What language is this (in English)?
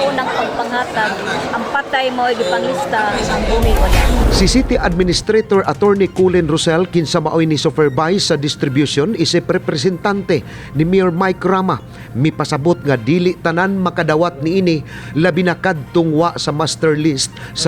Cebuano